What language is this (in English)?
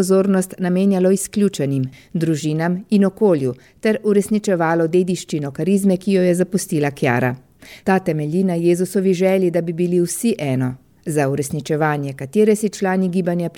Slovenian